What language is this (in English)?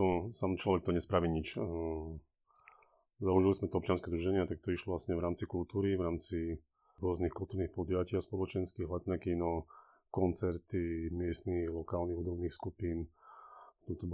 Slovak